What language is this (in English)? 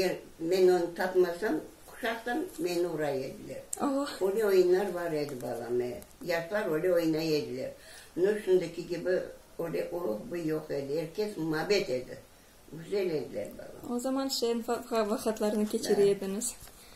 Crimean Tatar